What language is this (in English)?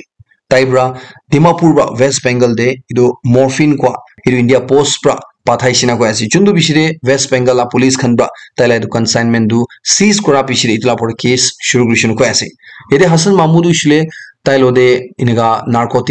Naga Pidgin